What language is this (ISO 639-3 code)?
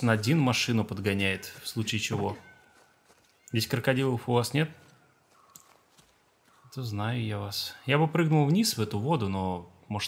rus